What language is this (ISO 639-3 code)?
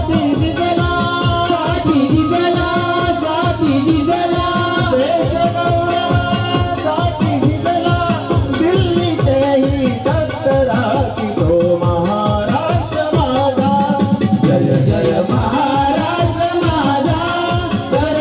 mar